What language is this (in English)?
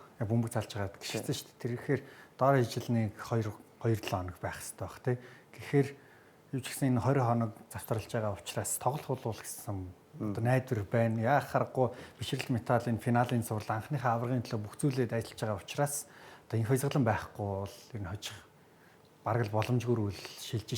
Mongolian